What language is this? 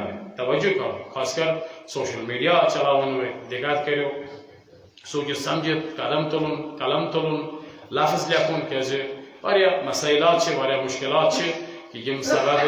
Kashmiri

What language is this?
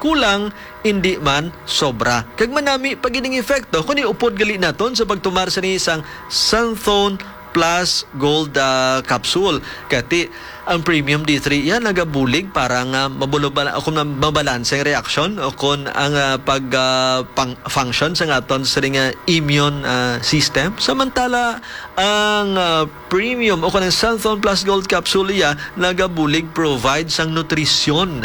Hiligaynon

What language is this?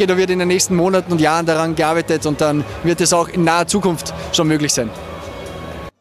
German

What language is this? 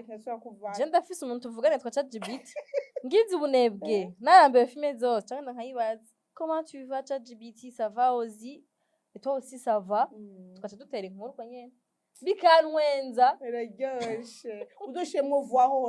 Rundi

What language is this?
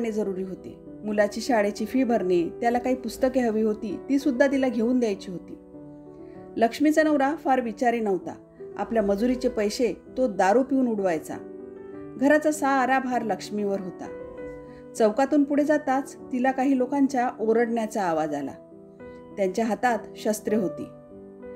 Marathi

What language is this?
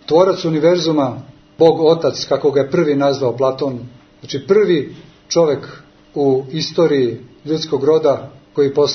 Serbian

